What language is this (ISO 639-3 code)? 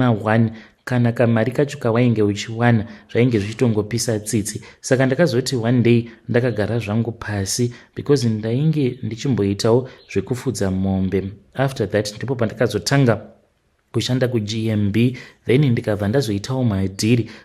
sna